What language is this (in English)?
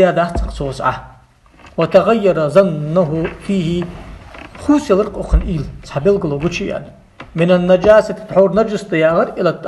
Ingush